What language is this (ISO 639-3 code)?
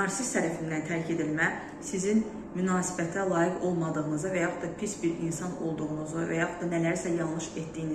aze